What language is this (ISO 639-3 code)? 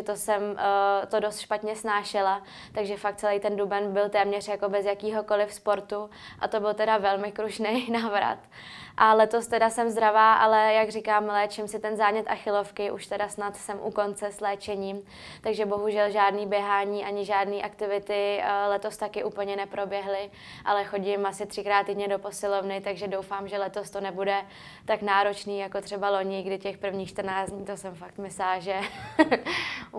ces